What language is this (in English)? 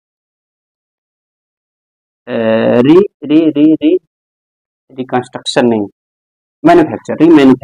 Hindi